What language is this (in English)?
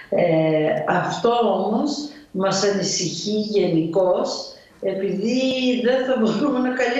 Greek